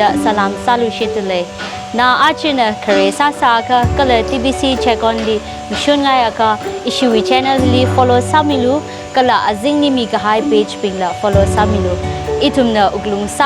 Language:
Tangkhul Naga (India)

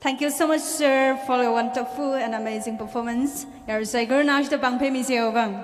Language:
Tangkhul Naga (India)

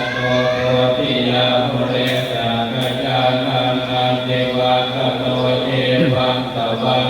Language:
Pali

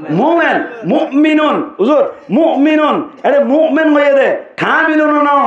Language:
Rohingya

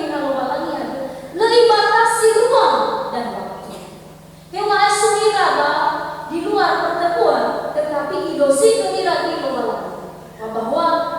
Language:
Nias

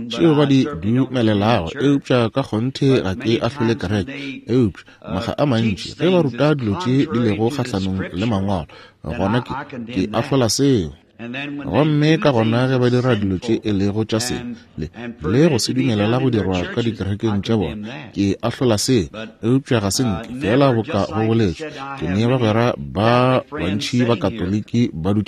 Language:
Northern Sotho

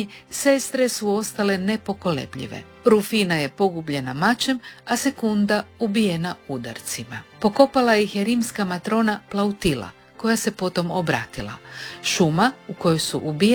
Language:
Croatian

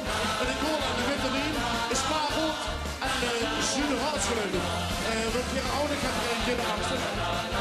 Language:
Limburgish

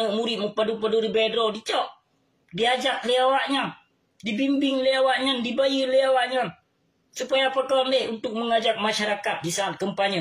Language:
Achinese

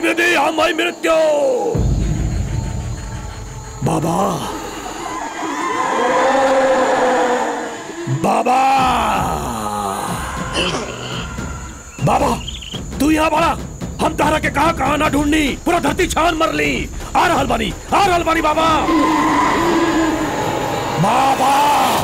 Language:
Bhojpuri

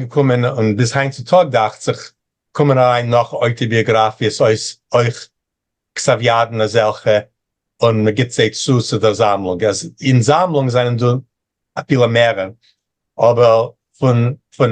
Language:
Yiddish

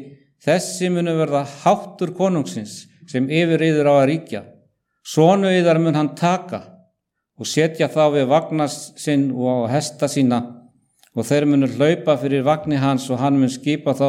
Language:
Icelandic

